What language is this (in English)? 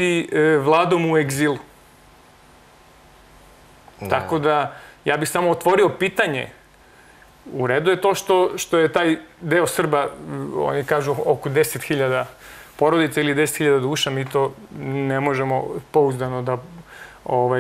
Serbian